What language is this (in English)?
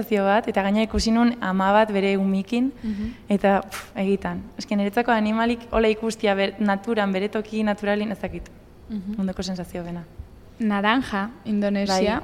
Basque